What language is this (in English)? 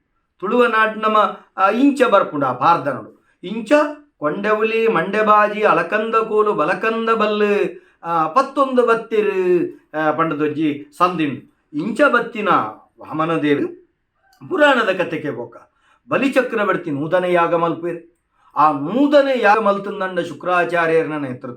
Tulu